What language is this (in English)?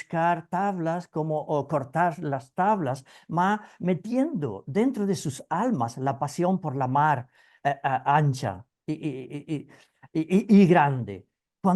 Ladino